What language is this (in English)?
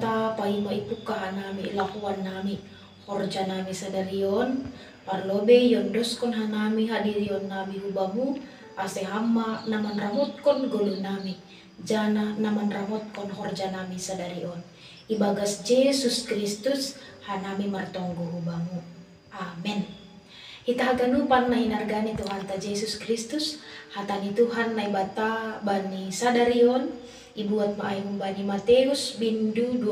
Batak Simalungun